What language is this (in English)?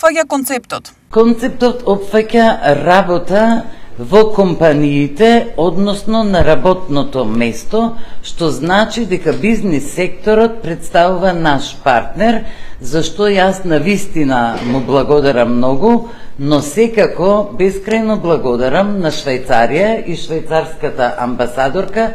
Macedonian